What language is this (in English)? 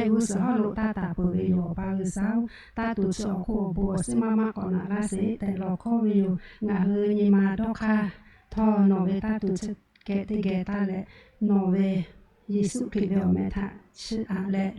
Lahu